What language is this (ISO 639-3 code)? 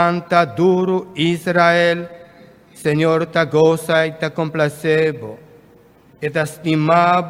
pap